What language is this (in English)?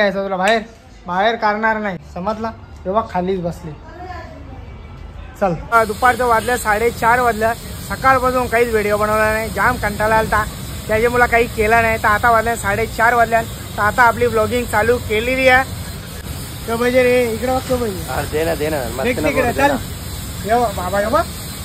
Marathi